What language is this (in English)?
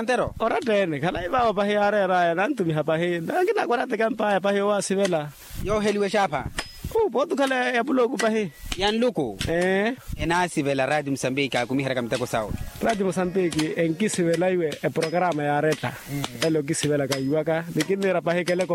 Makhuwa